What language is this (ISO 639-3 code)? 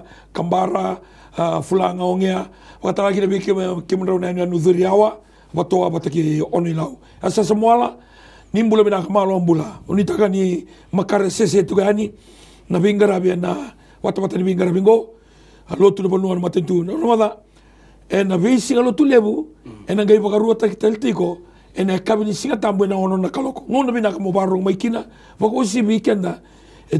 fij